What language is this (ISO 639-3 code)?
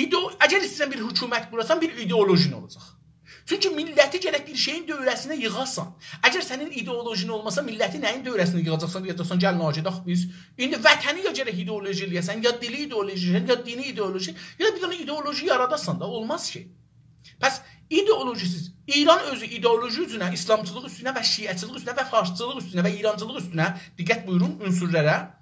azb